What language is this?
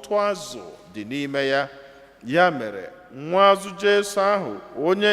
Igbo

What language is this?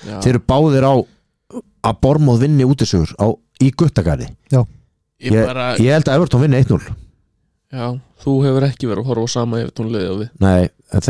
Icelandic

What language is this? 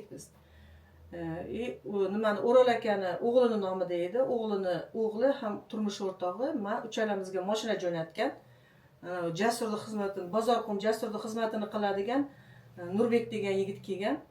Uzbek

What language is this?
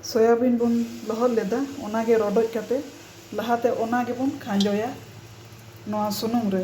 Santali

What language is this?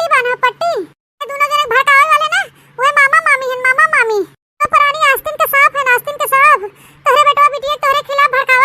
Awadhi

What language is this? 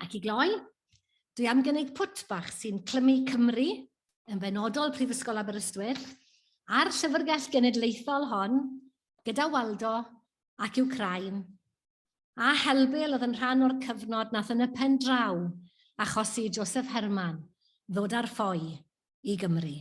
Welsh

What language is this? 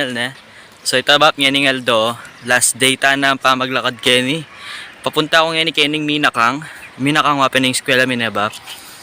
Pampanga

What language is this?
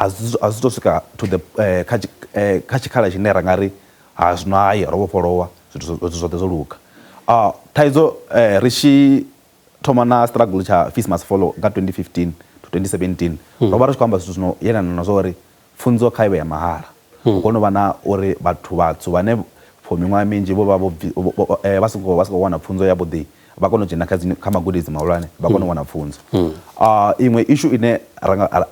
Venda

